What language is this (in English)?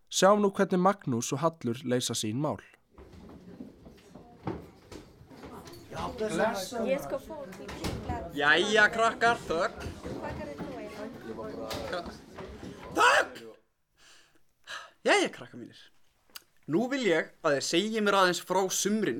Icelandic